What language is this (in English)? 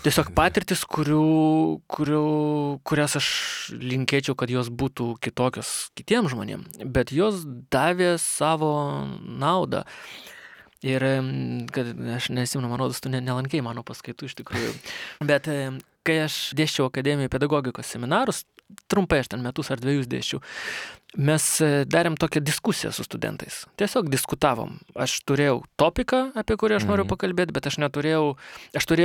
Lithuanian